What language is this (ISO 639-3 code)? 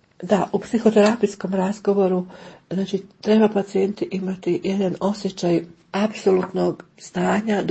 hrv